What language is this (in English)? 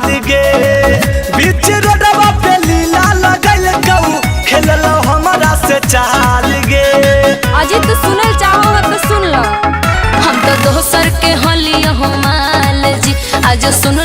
Magahi